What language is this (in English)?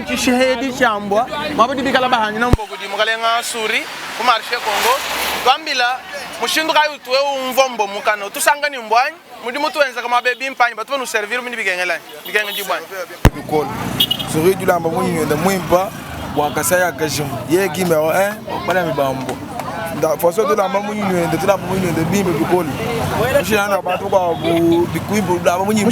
Luba-Lulua